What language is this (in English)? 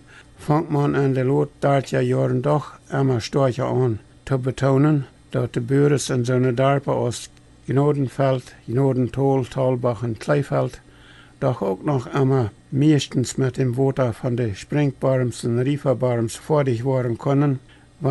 Plautdietsch